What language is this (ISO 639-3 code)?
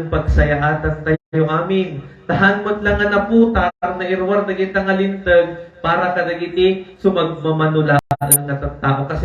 ilo